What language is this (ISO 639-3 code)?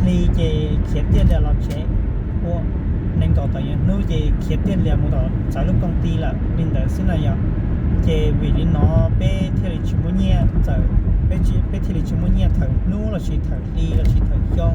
hmn